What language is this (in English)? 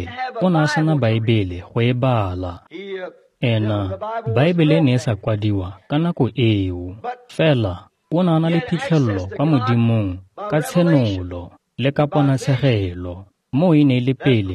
Tswana